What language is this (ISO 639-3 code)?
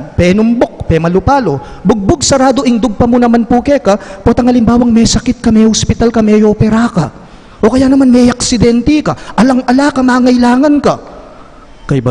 pam